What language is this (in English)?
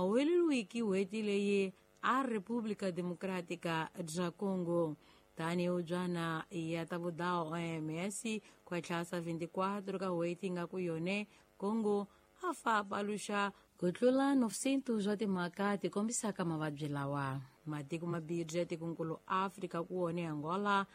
Tsonga